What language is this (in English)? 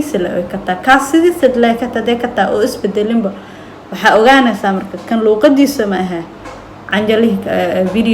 Somali